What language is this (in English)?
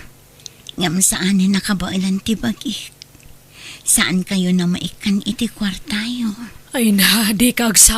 Iloko